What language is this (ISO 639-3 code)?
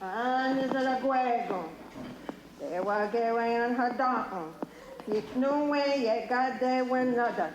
moh